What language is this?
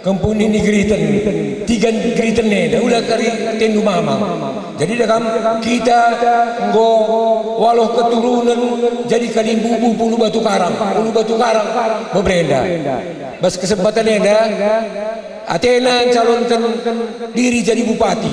Batak Karo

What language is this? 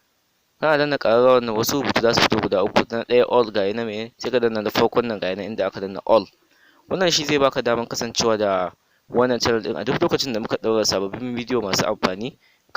Hausa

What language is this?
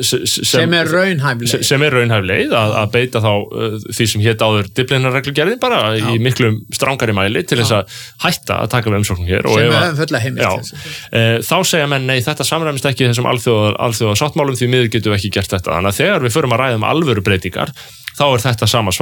Icelandic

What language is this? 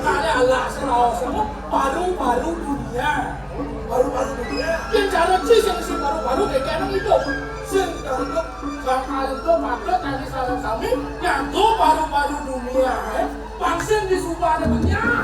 Balinese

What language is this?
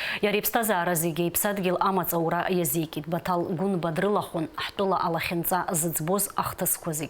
Abkhazian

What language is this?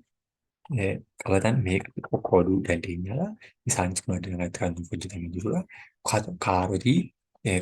Oromo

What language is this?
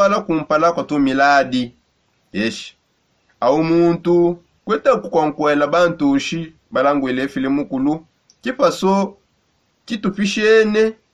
Songe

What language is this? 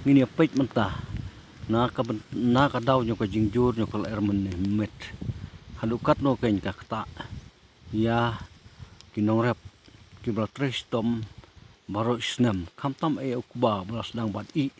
Khasi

